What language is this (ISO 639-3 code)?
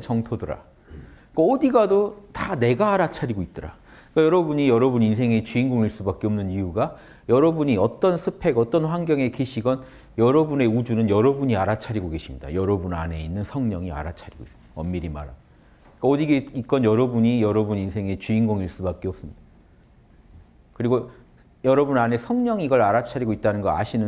kor